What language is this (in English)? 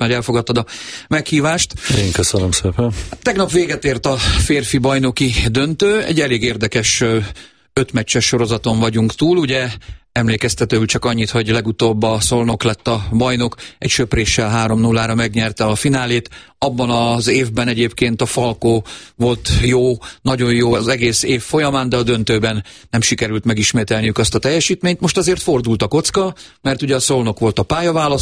Hungarian